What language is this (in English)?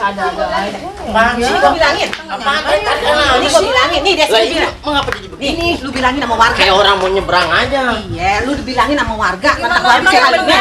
Betawi